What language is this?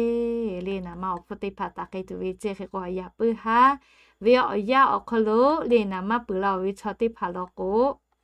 Lahu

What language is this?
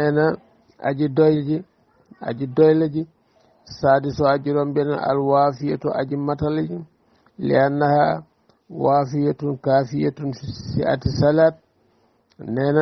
Wolof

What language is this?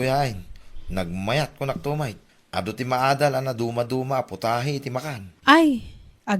Iloko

